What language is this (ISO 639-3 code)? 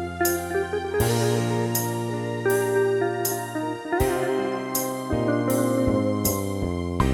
new